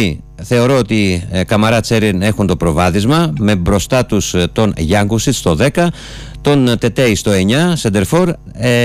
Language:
Greek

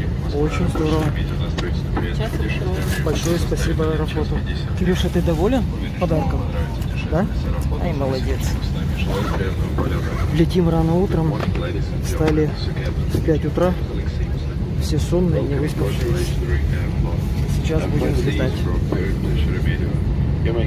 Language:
Russian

